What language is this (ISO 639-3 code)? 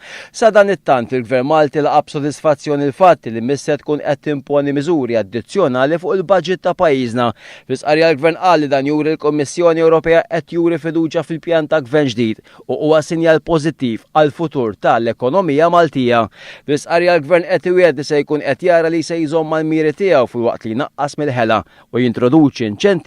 mlt